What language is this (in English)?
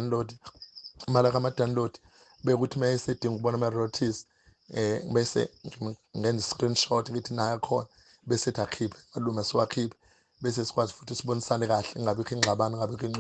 Zulu